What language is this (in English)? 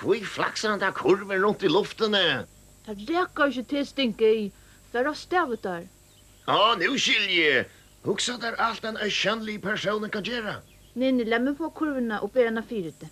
Faroese